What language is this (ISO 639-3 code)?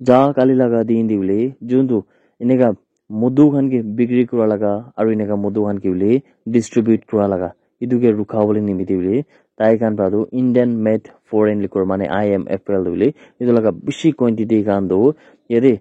nag